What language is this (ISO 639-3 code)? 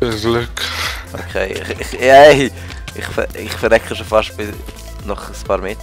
gsw